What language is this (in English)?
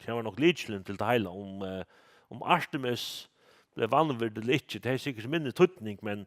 Faroese